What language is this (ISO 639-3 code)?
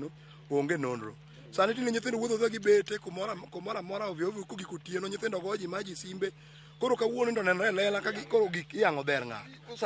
luo